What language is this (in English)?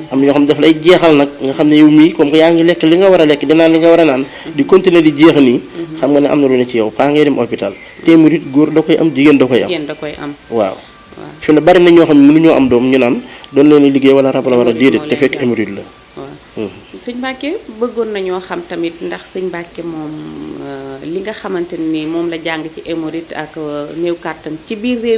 Wolof